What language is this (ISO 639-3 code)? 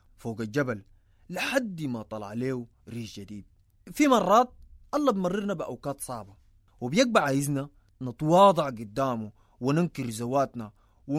apd